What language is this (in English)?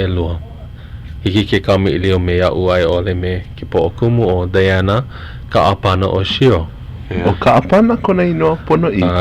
Hawaiian